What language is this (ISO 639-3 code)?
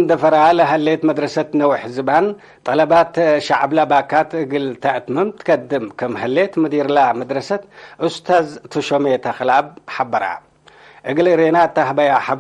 tig